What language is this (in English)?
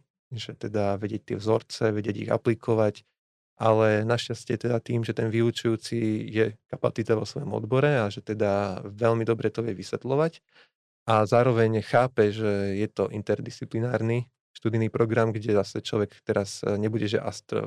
Slovak